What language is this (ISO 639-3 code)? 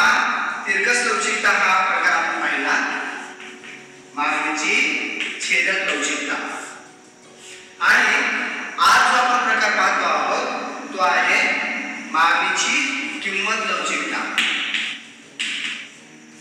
mar